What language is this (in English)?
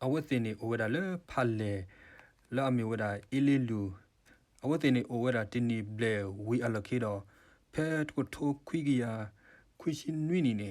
S'gaw Karen